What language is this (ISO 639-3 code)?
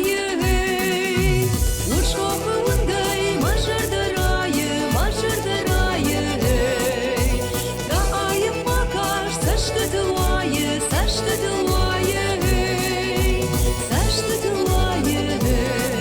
oss